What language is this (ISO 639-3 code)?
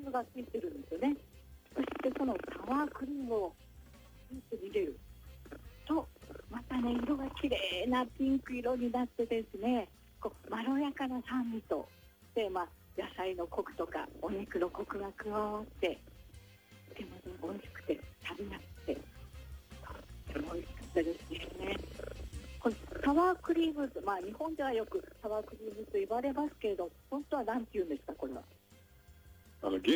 jpn